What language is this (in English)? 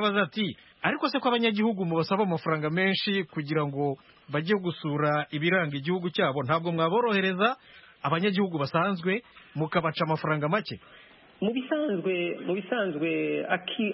Kinyarwanda